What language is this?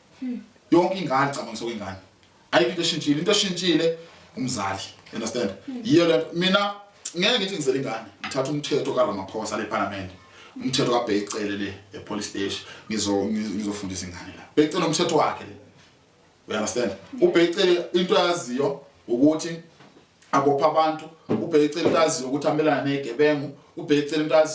Zulu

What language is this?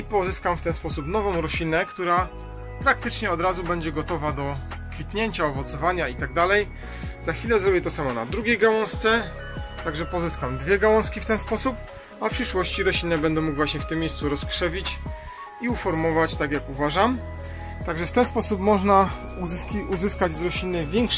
Polish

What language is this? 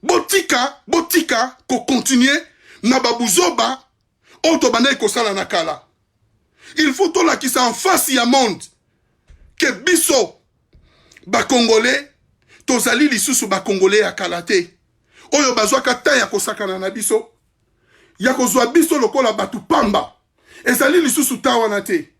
Lingala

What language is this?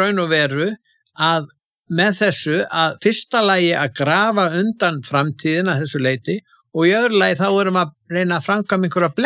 Icelandic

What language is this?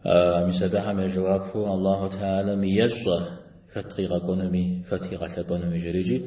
Kabardian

